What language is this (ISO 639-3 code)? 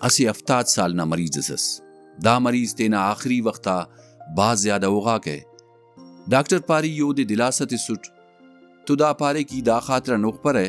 brh